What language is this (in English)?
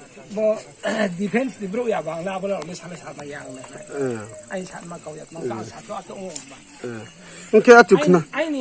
Riang (India)